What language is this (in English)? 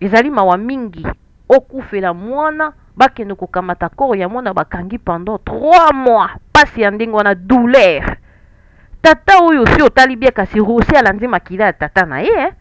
Lingala